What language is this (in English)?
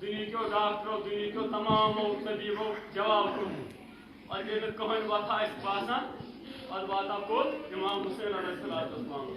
Kashmiri